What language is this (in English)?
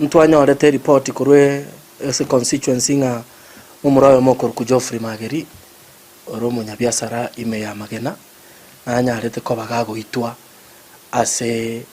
Gusii